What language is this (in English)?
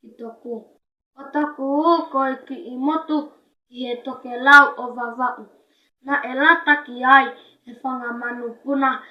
Tongan